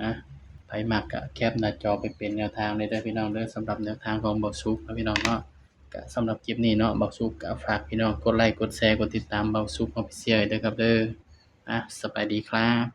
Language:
Northeastern Thai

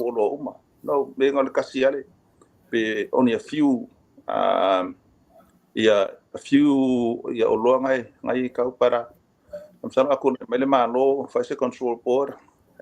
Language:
Samoan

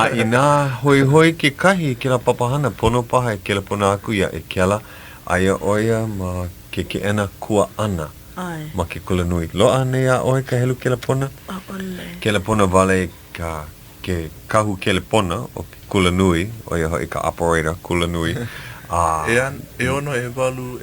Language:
Hawaiian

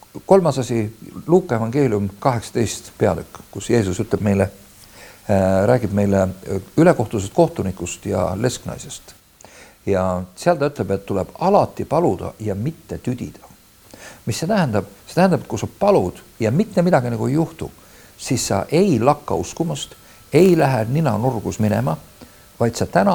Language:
Estonian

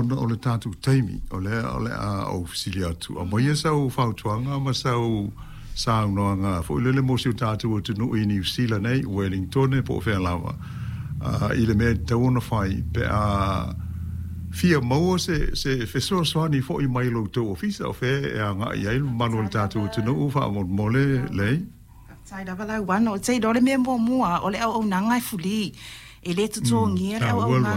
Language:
Samoan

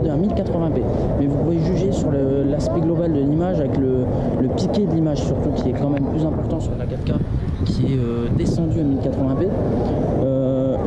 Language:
French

